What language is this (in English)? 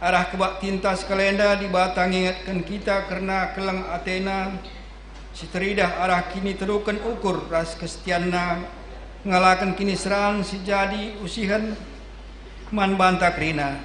Batak Karo